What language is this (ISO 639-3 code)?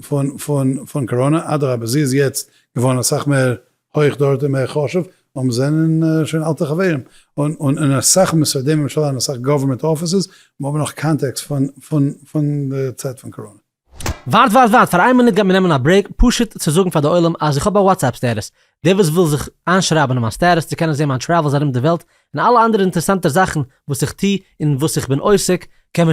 yid